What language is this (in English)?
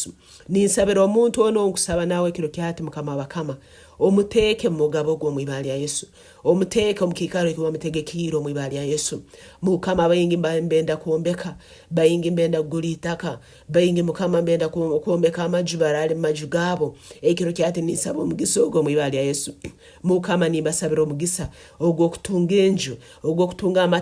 Nyankole